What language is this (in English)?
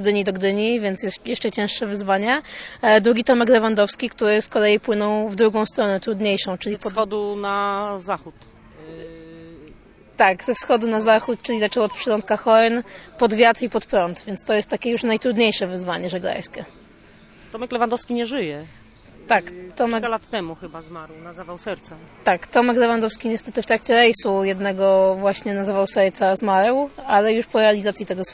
Polish